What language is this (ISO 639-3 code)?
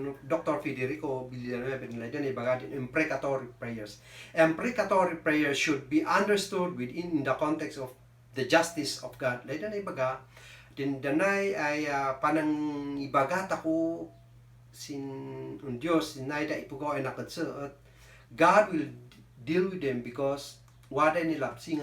kne